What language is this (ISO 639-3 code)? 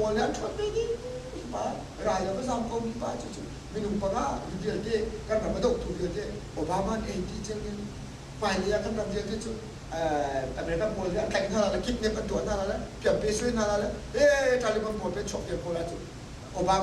cnh